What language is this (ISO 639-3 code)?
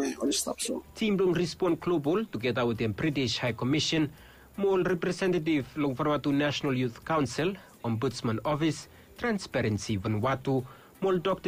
bis